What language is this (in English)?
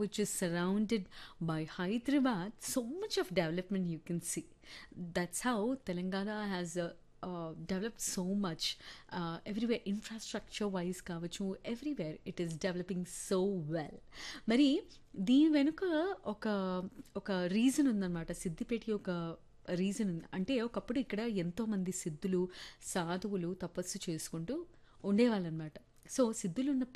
Telugu